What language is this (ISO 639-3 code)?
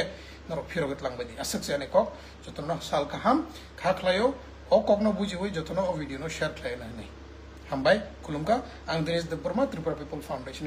trp